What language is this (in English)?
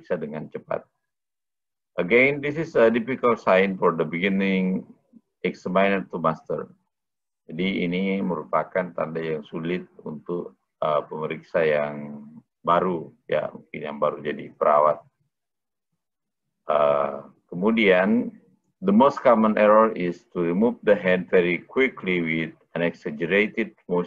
Indonesian